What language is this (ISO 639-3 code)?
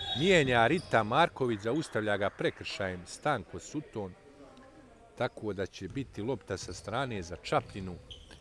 bos